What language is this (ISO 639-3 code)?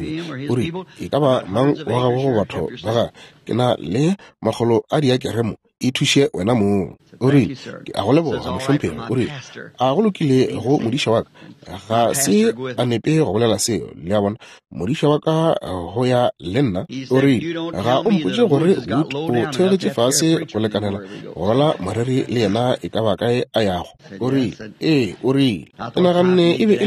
nso